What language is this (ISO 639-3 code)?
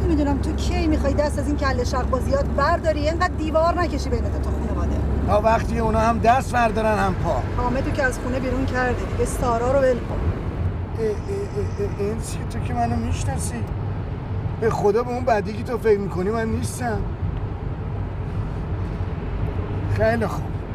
fas